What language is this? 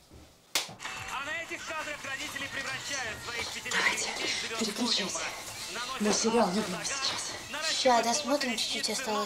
Russian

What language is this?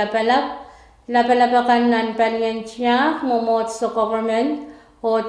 Pohnpeian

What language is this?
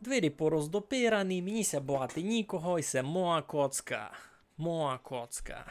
Rusyn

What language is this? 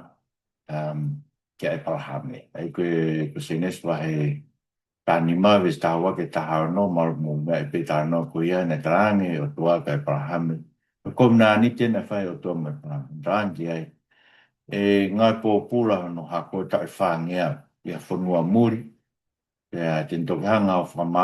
Tongan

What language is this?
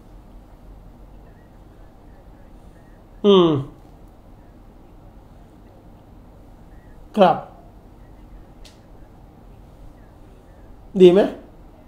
Thai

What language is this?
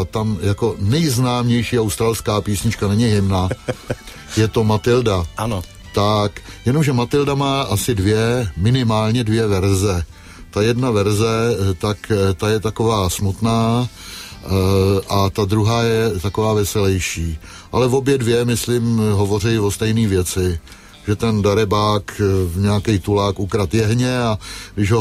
Czech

